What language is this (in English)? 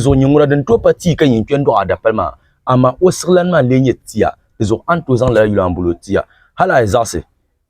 Dagbani